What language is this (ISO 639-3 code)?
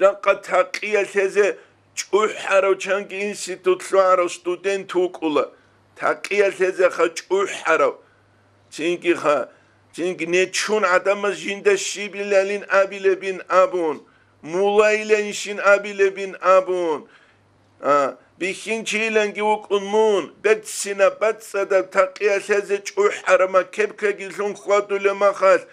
ava